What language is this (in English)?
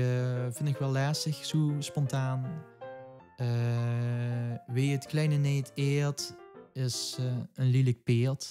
Limburgish